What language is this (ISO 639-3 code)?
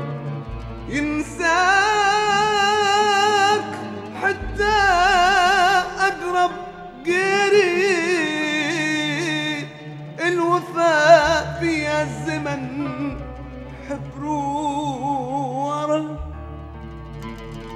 ara